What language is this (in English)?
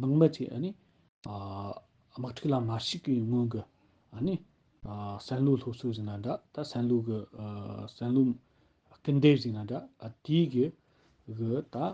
Tibetan